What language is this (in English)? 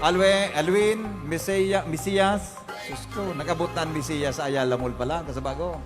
Bikol